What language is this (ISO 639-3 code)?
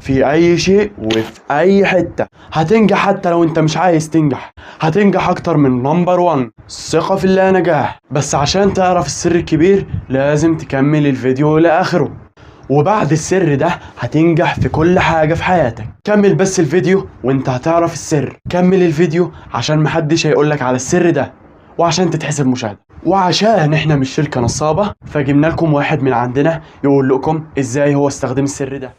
arz